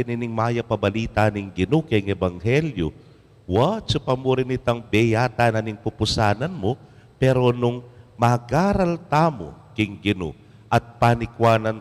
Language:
Pampanga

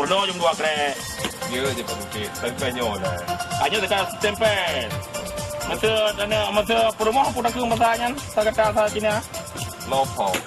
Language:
Achinese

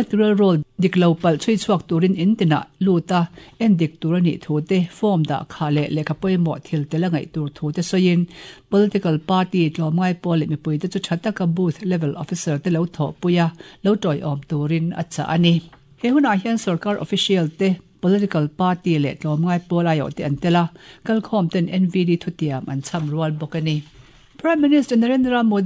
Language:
Mizo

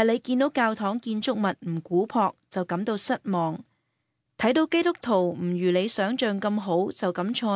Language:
Cantonese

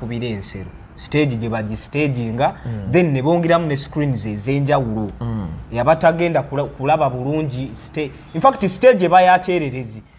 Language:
Ganda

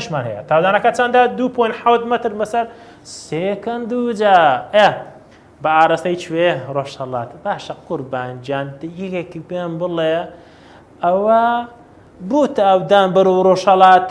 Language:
Central Kurdish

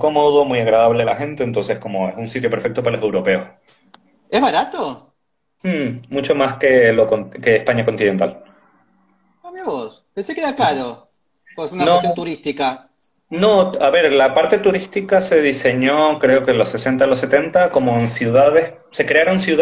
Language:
Spanish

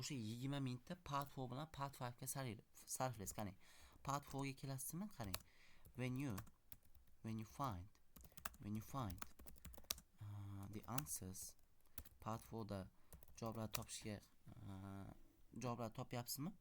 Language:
Uzbek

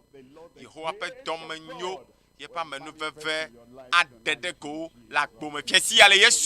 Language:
Ewe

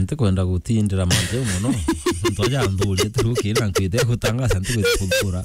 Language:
Meru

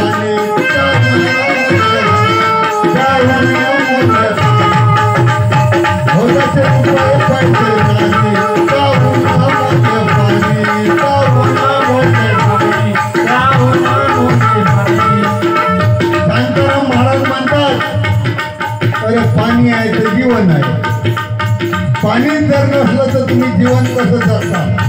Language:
Marathi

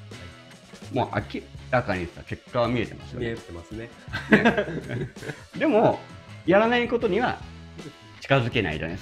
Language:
Japanese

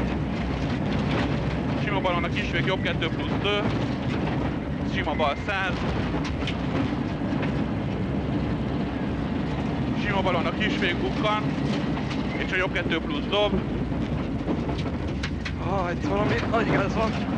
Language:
Hungarian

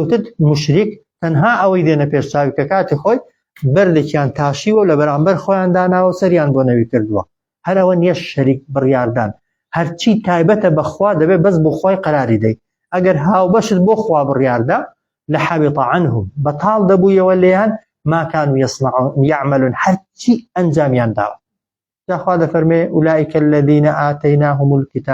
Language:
Central Kurdish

